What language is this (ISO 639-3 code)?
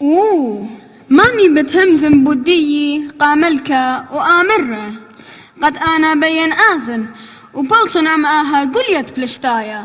aii